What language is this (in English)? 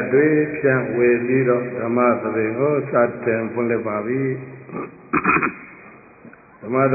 Burmese